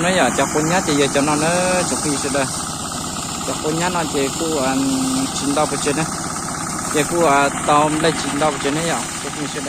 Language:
Hmong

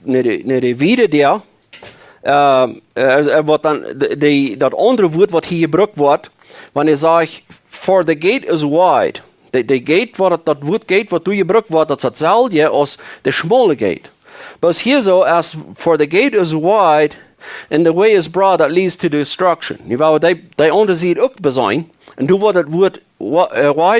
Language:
Plautdietsch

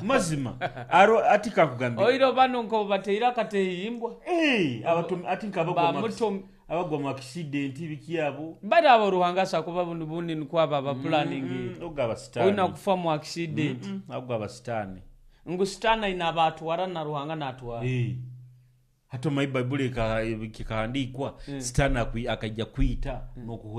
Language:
Nyoro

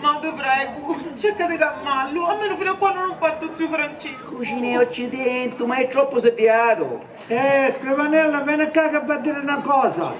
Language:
Sicilian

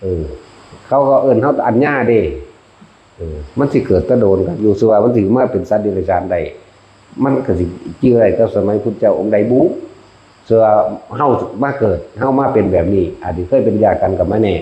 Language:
Northeastern Thai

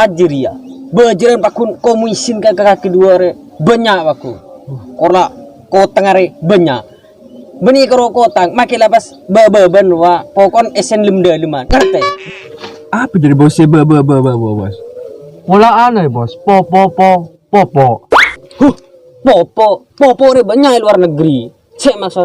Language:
Madurese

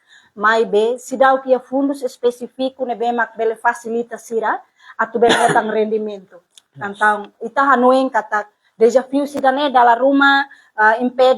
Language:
Tetum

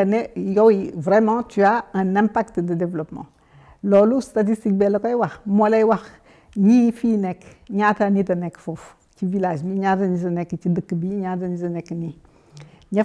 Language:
Wolof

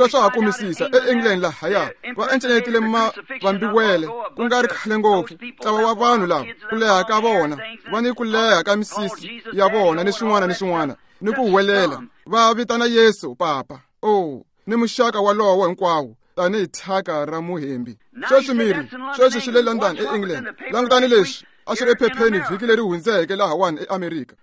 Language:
Tsonga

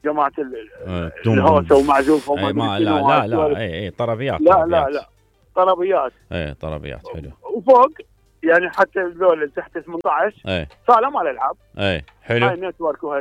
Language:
Mesopotamian Arabic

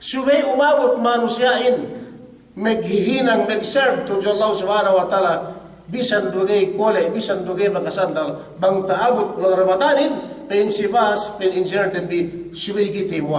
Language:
Yakan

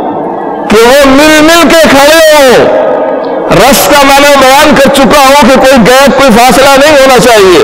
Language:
Urdu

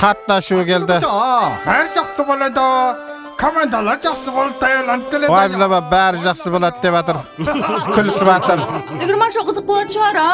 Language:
Kara-Kalpak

